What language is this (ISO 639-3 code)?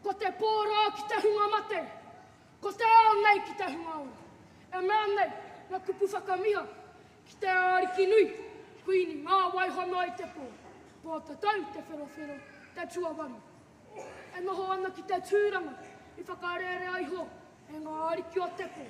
mri